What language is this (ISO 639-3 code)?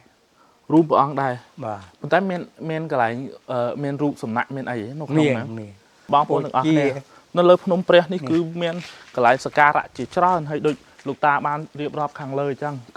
khm